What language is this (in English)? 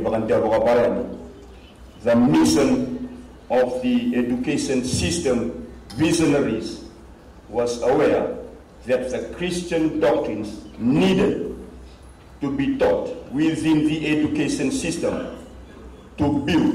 Fijian